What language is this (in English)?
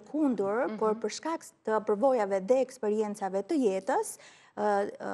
Albanian